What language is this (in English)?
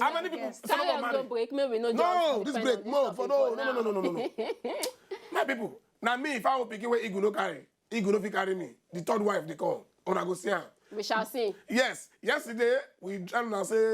Nigerian Pidgin